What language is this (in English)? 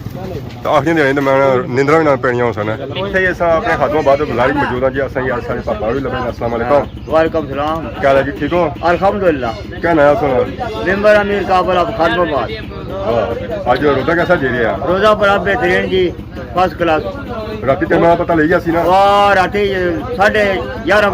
Pahari-Potwari